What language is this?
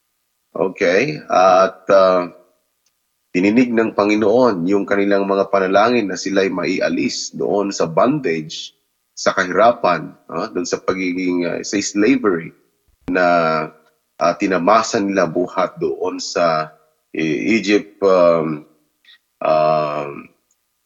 Filipino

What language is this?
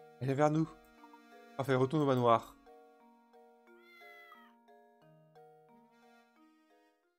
French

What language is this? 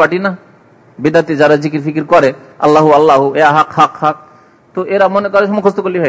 Bangla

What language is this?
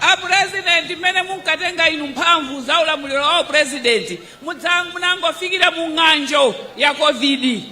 Nyanja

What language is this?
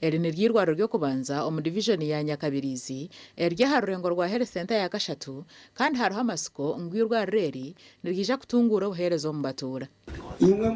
Nyankole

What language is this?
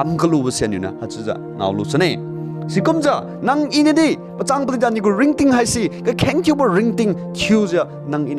Liangmai Naga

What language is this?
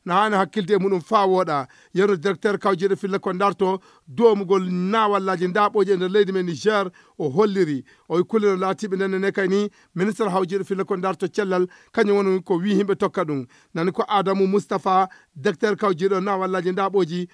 Fula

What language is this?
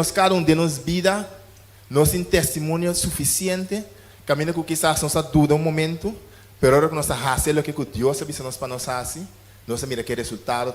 Papiamento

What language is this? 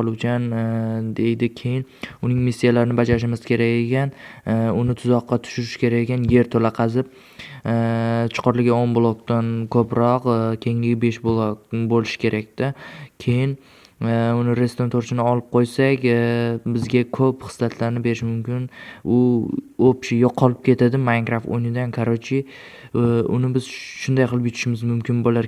Uzbek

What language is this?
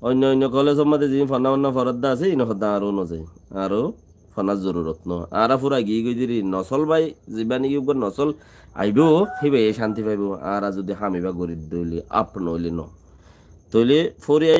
Rohingya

